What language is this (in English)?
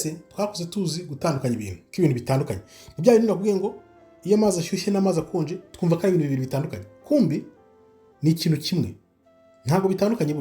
Kinyarwanda